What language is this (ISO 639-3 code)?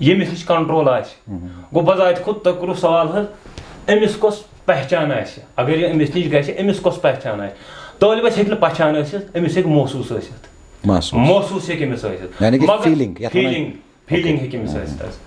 kas